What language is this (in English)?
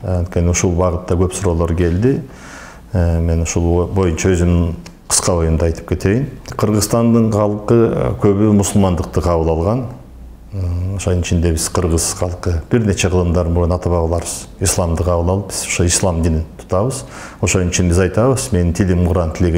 Kyrgyz